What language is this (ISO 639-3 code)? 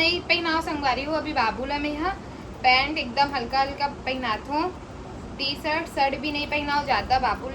hne